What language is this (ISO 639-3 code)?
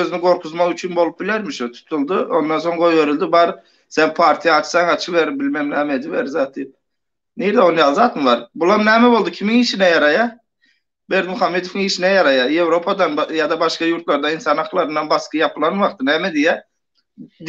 tuk